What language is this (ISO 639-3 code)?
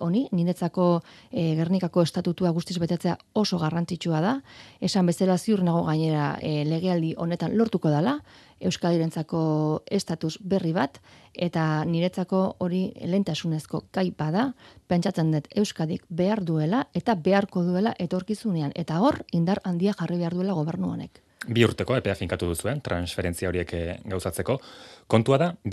eus